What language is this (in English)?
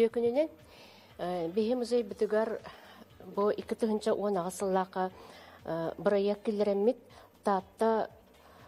Yakut